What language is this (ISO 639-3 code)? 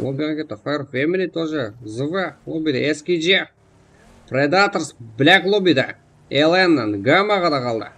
kaa